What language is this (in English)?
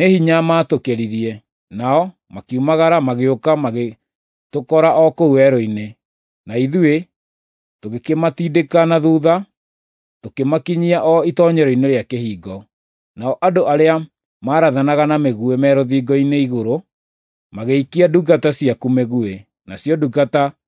Kikuyu